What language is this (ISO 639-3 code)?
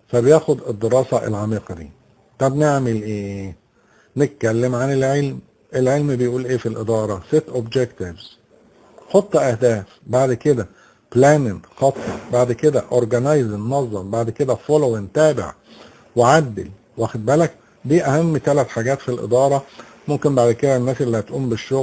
arz